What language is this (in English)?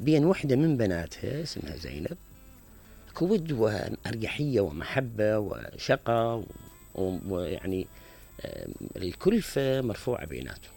Mesopotamian Arabic